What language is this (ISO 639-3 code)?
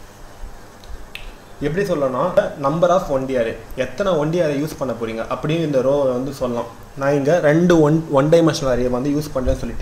tam